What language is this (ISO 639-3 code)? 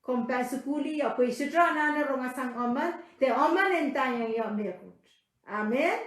pon